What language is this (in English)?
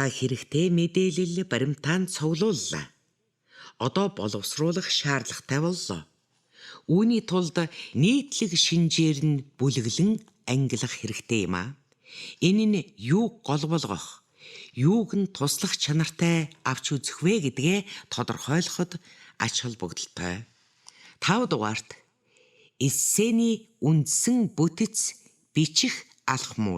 Mongolian